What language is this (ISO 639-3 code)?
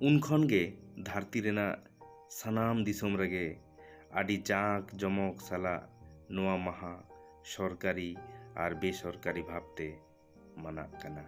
sat